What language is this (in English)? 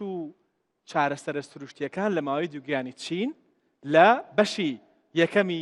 Central Kurdish